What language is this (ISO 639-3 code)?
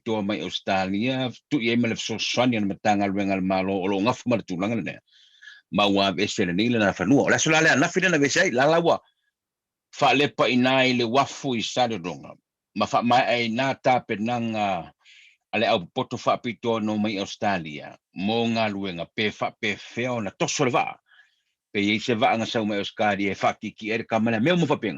smo